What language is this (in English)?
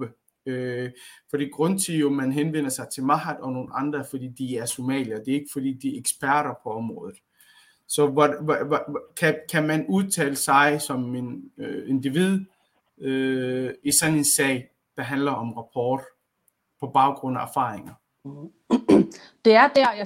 Danish